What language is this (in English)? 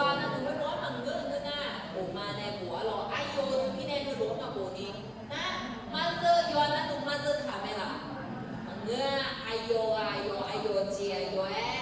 Akha